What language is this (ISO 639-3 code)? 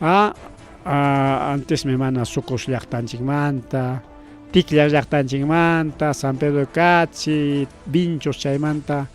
quy